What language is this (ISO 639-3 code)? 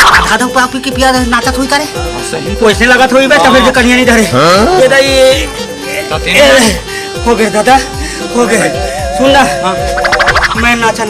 hne